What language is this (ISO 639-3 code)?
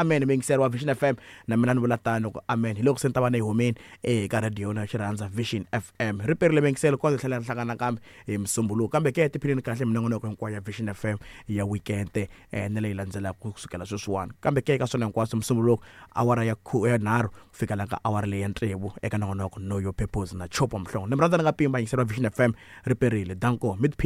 tso